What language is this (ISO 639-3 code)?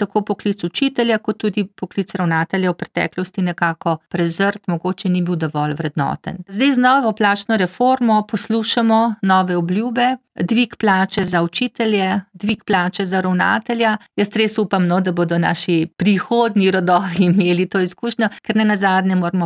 slv